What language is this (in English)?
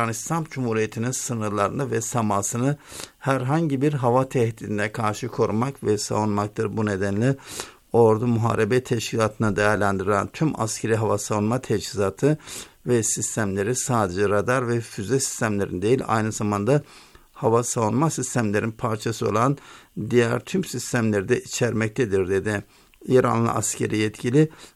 Turkish